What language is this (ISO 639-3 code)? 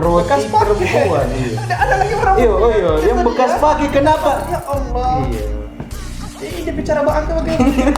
xmm